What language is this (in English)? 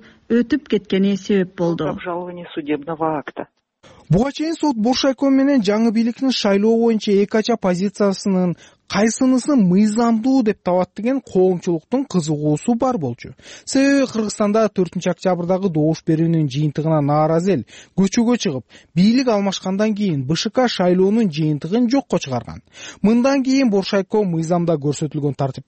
Kyrgyz